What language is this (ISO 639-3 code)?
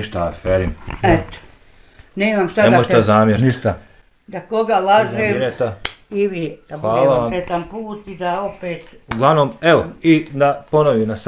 bos